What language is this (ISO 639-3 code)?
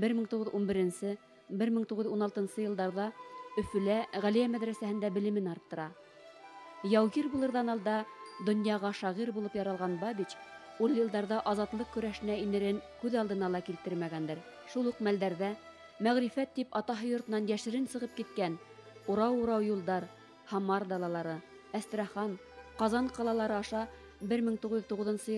bak